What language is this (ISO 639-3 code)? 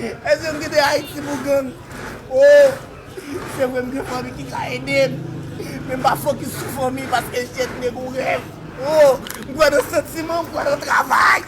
hat